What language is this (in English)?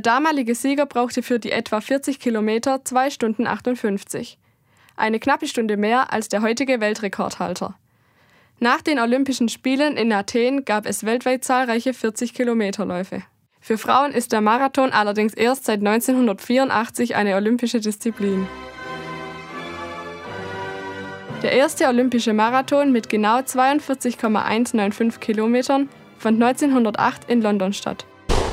German